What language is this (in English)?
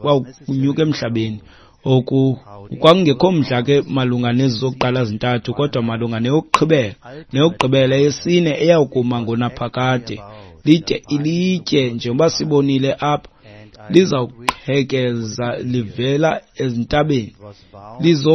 Xhosa